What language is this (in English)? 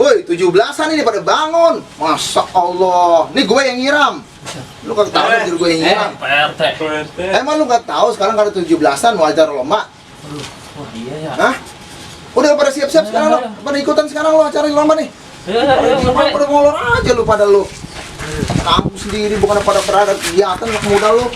Betawi